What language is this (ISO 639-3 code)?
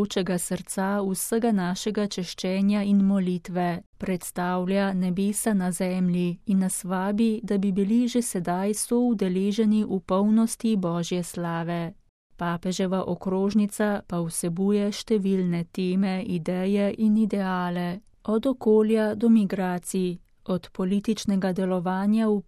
slv